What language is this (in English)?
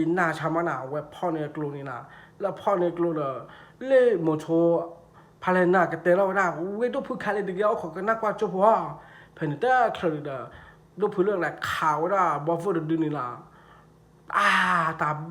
S'gaw Karen